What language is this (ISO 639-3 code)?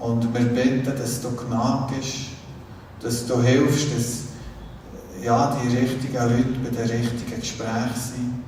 gsw